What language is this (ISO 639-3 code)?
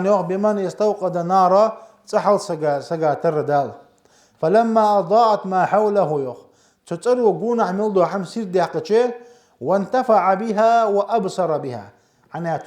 inh